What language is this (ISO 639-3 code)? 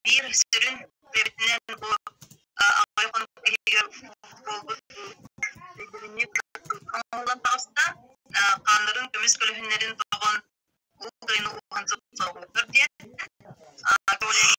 sah